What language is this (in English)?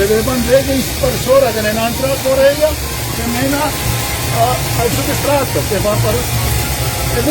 Venetian